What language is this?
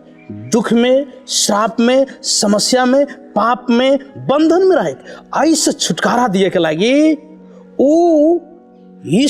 Maithili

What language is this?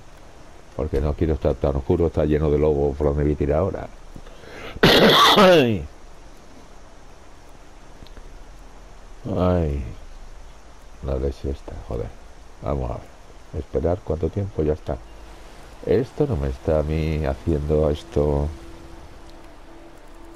Spanish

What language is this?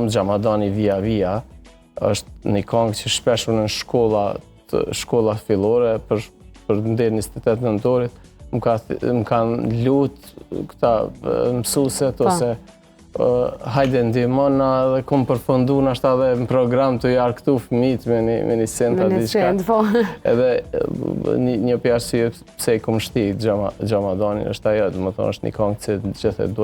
Albanian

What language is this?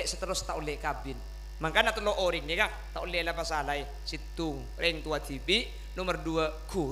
Madurese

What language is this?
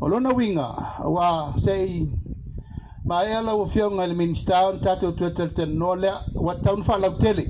Samoan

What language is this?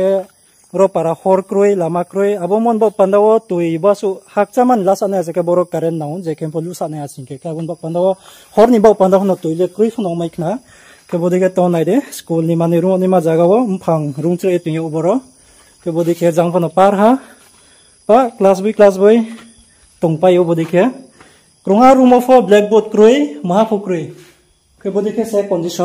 Riang (India)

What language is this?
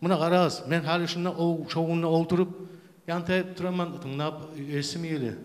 Kumyk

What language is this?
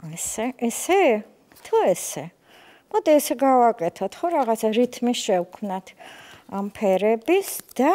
Georgian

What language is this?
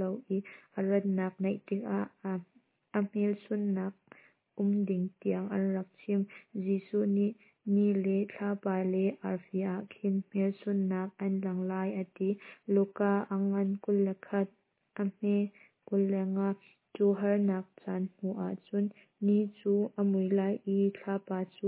Hakha Chin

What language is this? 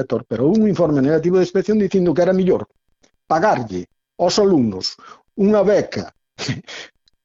Galician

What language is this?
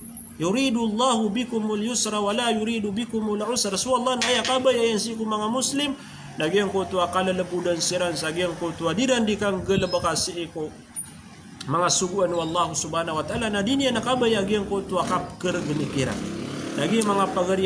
Maranao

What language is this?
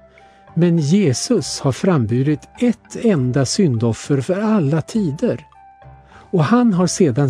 Swedish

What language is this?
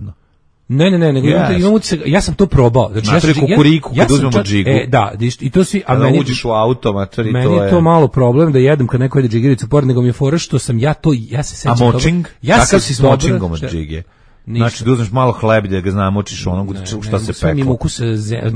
Serbian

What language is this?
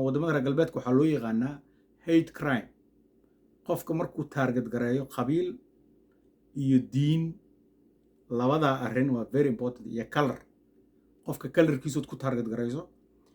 Somali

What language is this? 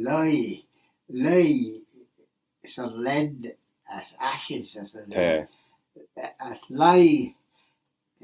Manx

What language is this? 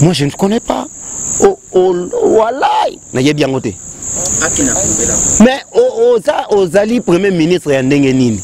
Lingala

